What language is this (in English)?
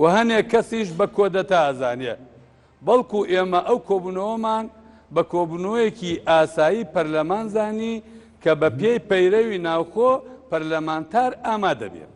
Central Kurdish